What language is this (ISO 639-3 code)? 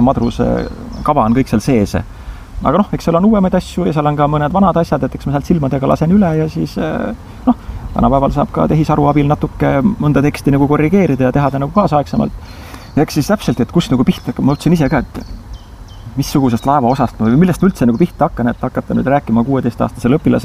est